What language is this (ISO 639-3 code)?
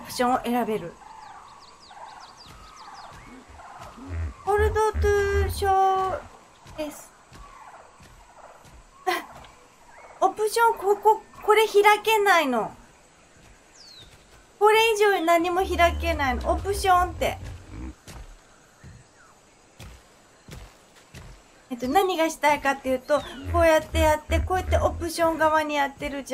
jpn